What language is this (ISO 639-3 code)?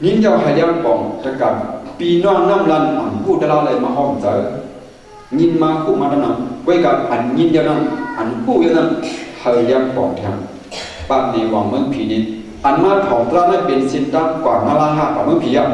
shn